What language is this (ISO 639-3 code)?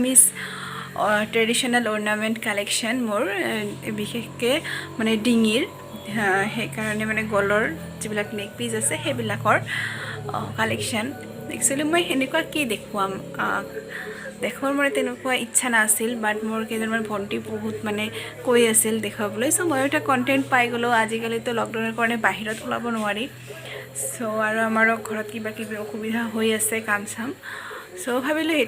asm